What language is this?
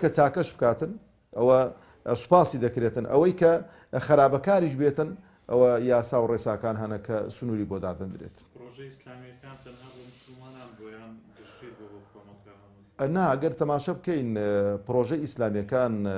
Central Kurdish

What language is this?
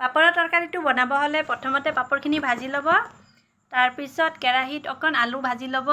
Assamese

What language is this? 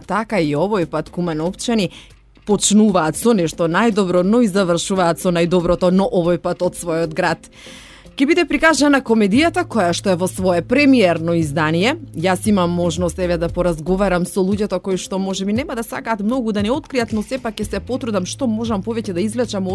Macedonian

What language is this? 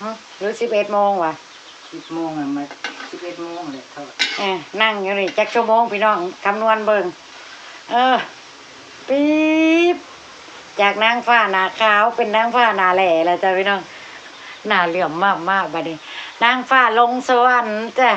Northeastern Thai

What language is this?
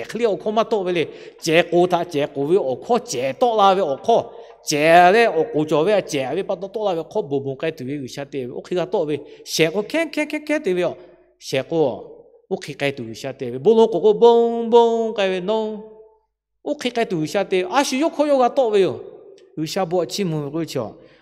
Lahu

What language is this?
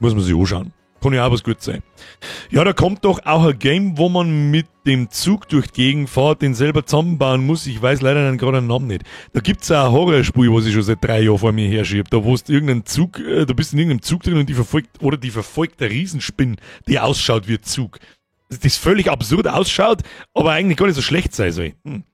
Bavarian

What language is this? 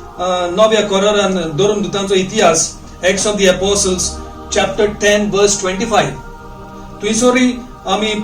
Konkani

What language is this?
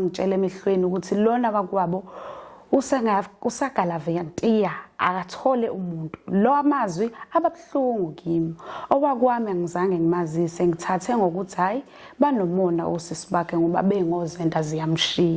Zulu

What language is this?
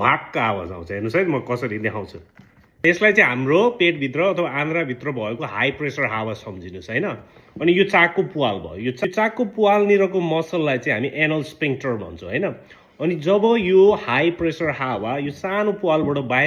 Nepali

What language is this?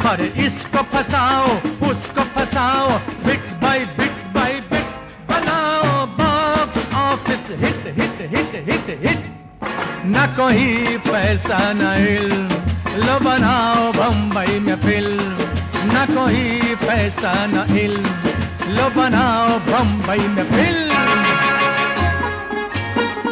Hindi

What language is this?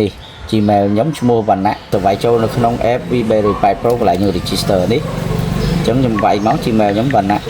Khmer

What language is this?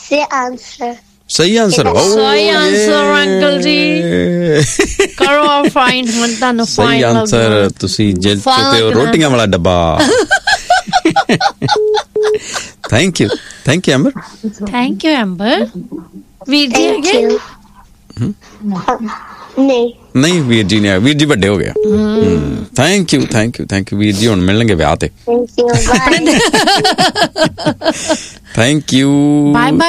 Punjabi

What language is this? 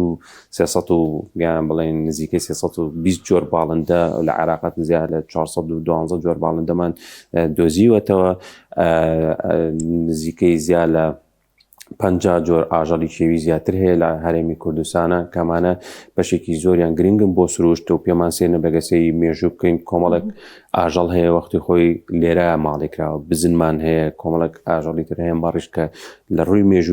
Central Kurdish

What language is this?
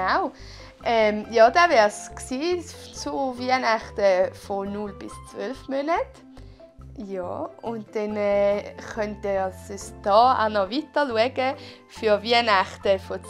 Swiss German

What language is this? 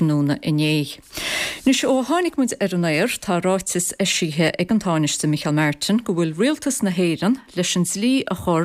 Irish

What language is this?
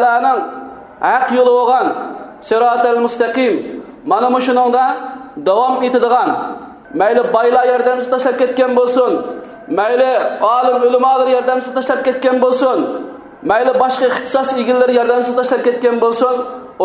Uyghur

